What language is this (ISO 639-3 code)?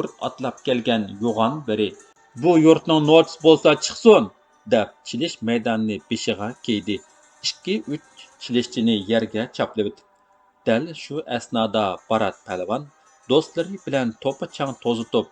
uig